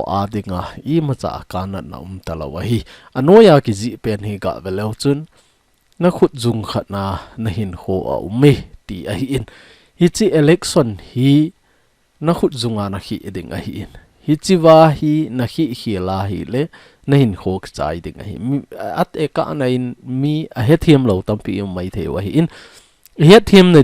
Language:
Thado Chin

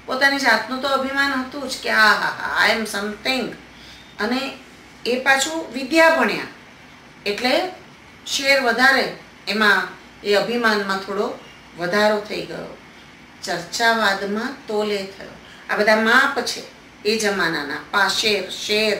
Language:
Gujarati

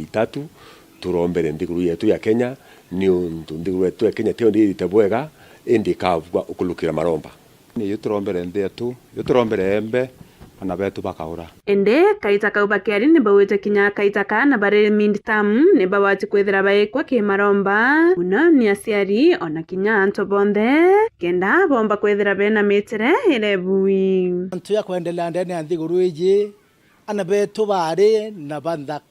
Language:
Meru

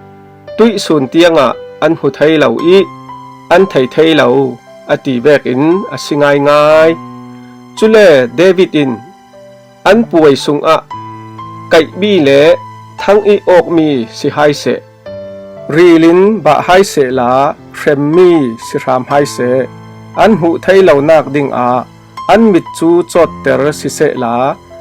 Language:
Falam Chin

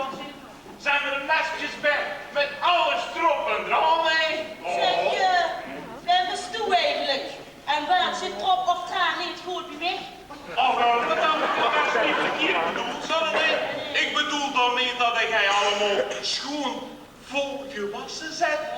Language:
Limburgish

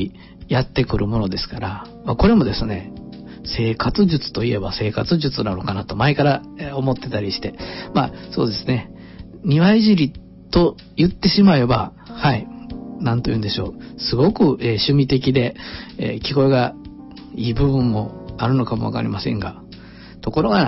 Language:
Japanese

